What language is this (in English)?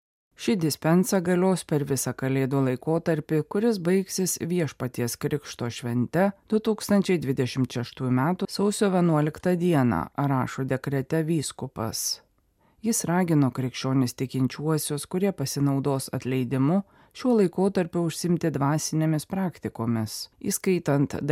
Lithuanian